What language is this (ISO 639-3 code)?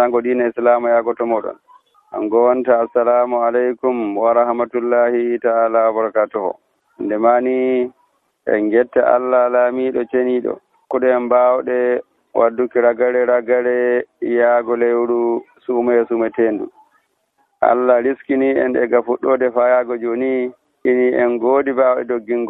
fuv